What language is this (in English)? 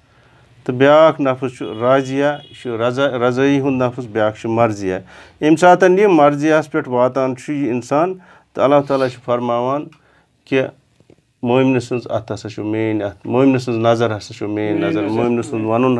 Kashmiri